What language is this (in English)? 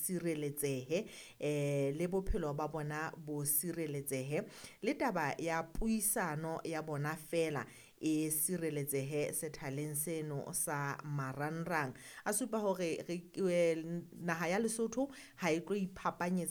Southern Sotho